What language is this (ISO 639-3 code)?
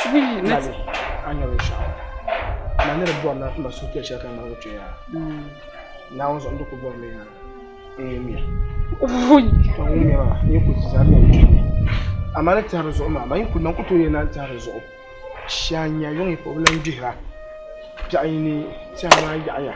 dag